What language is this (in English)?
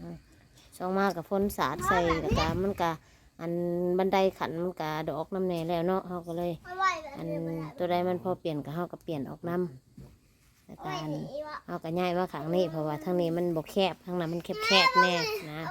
Northeastern Thai